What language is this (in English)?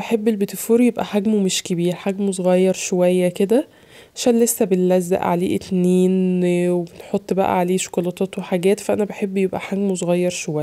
Egyptian Arabic